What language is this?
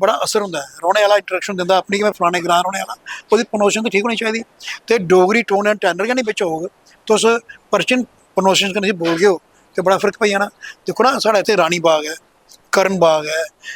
Dogri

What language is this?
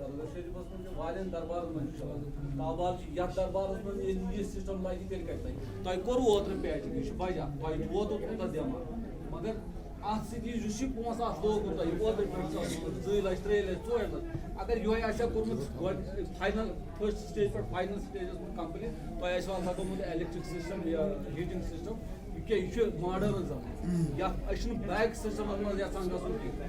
Kashmiri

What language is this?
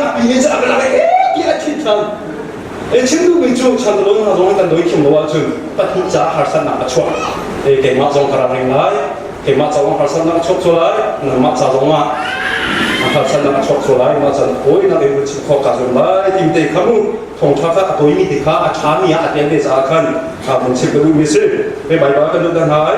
Hakha Chin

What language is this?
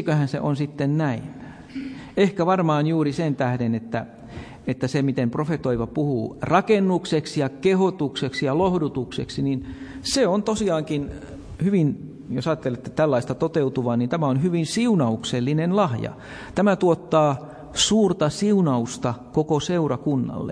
Finnish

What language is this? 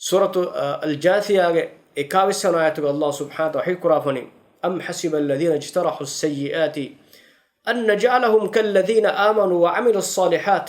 Divehi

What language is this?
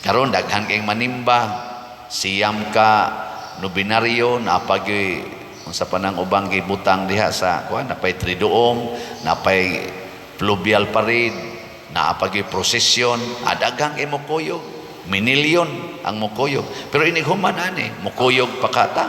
Cebuano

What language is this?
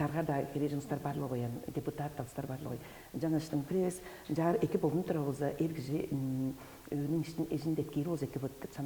Tuvinian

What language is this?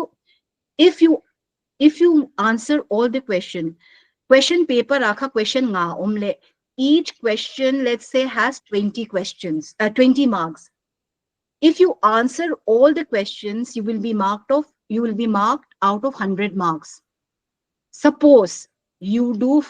Paite Chin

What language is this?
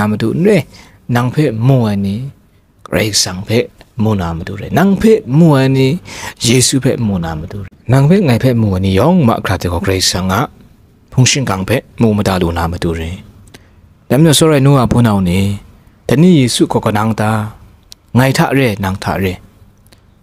Kachin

